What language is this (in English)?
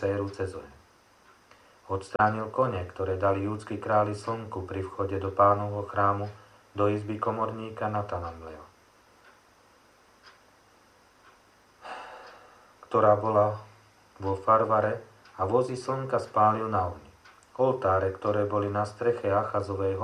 Slovak